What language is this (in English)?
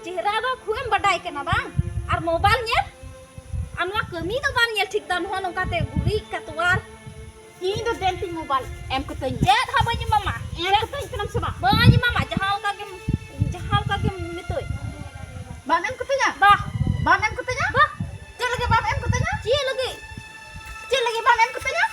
Santali